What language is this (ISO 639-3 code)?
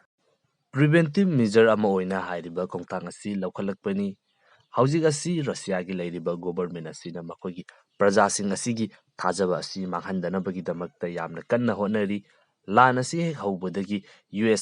mni